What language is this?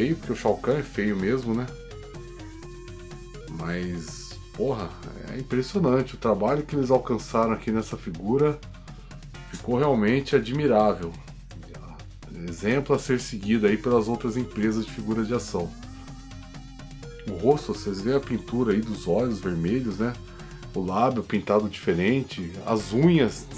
Portuguese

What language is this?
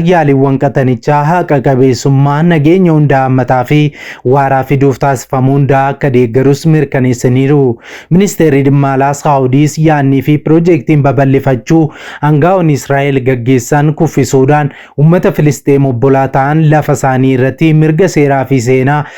Oromo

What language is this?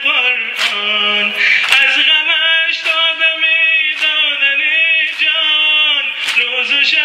Persian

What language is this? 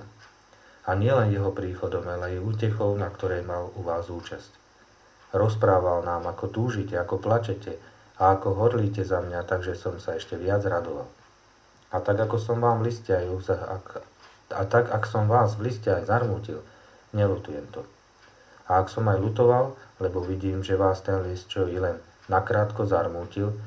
Slovak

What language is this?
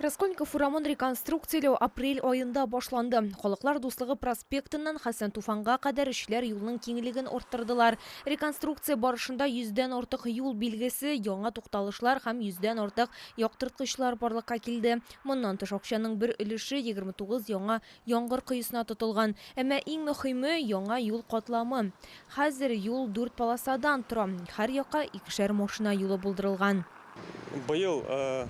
Tatar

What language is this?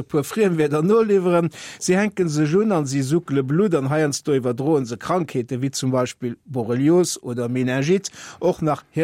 Luxembourgish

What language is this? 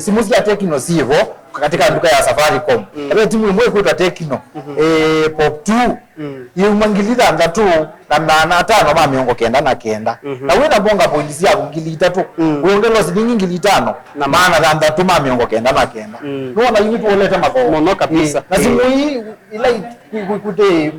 Kamba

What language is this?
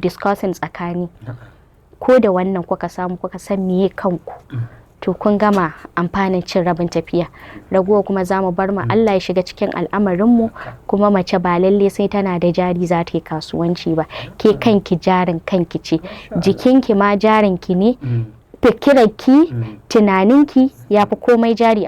Hausa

